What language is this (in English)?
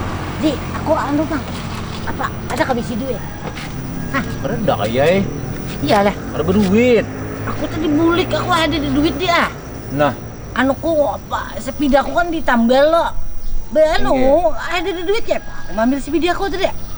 Banjar